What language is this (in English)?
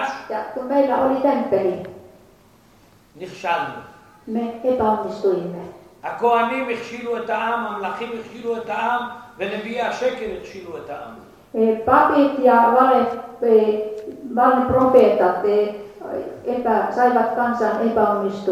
Finnish